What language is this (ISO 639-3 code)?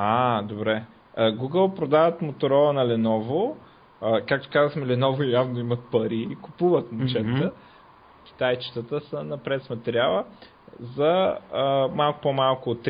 bul